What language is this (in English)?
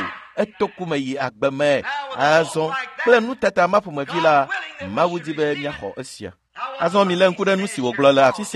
Ewe